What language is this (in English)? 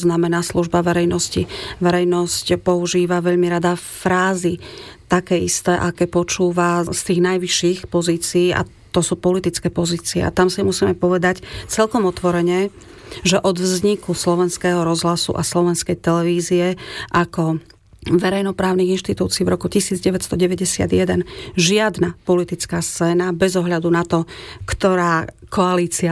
Slovak